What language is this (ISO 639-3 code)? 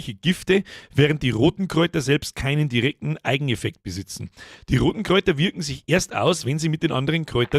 bar